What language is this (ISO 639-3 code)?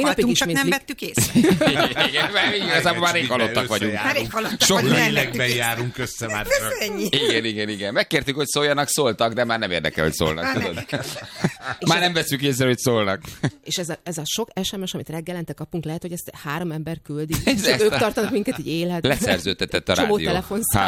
hun